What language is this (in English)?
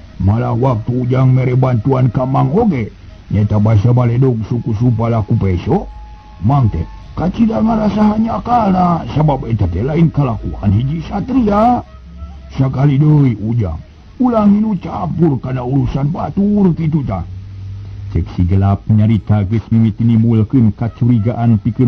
Sundanese